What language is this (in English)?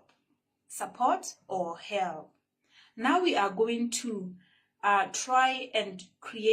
Tswana